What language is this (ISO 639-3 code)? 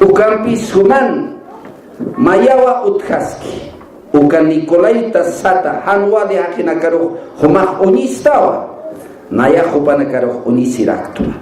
aym